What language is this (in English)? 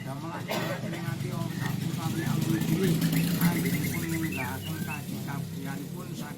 Javanese